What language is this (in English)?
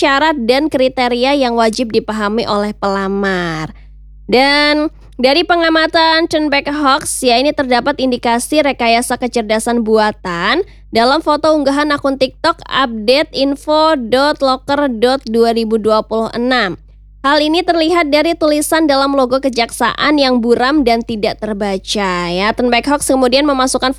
Indonesian